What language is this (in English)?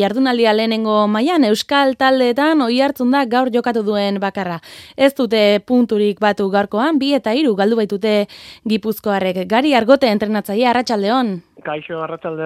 Basque